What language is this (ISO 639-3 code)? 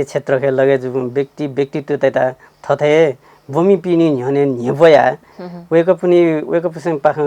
new